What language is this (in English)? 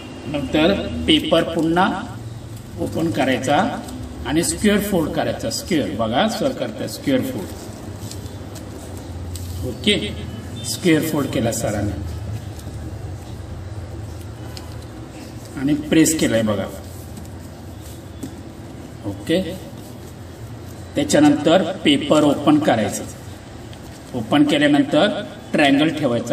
Marathi